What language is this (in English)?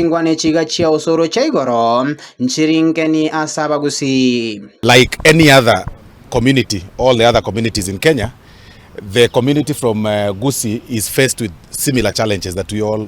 Gusii